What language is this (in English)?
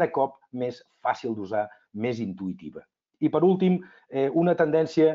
Catalan